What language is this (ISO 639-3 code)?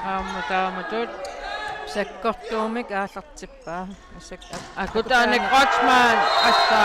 kal